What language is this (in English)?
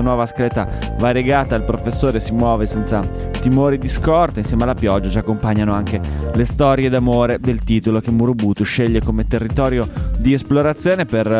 Italian